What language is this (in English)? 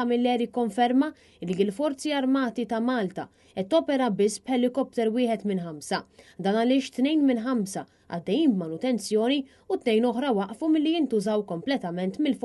Maltese